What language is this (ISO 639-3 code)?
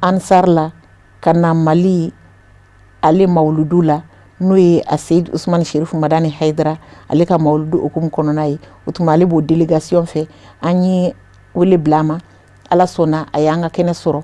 bam